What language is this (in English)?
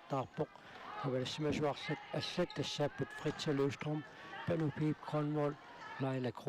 Kalaallisut